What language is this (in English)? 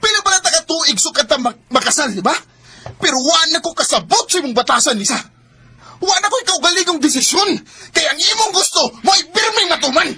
Cebuano